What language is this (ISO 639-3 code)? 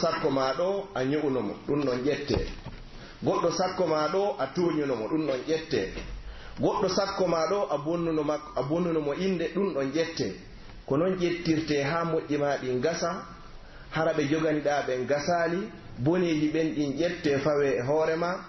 fuf